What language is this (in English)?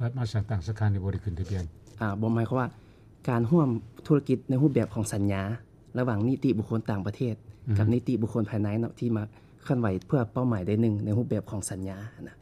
Lao